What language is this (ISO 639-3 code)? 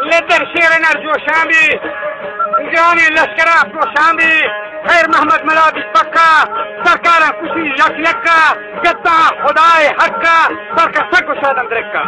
bal